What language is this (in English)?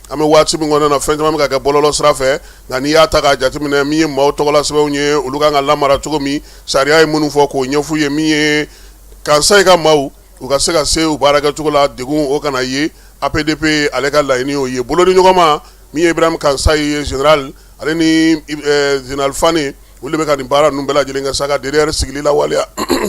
Bambara